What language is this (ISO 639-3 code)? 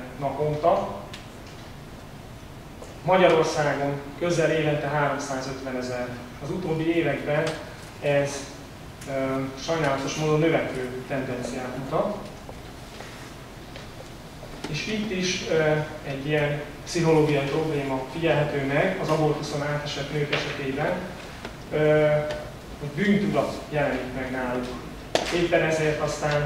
hun